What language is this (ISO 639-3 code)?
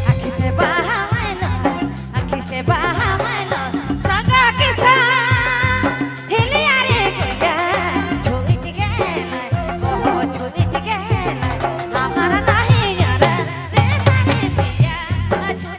sck